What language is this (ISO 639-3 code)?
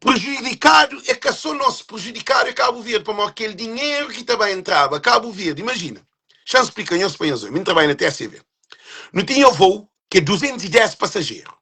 kea